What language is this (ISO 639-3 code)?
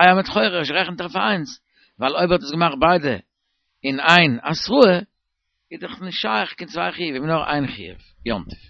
yid